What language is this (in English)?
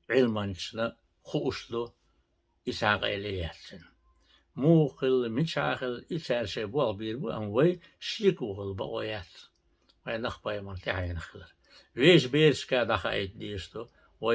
Chechen